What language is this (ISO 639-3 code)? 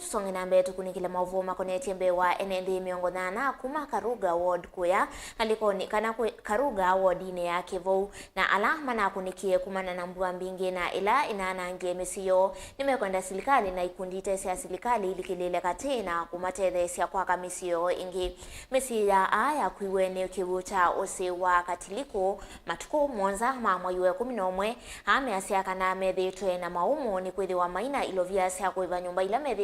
kam